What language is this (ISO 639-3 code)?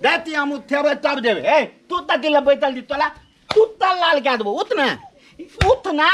mai